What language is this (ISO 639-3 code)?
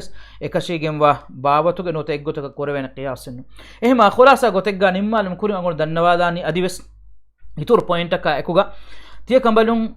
div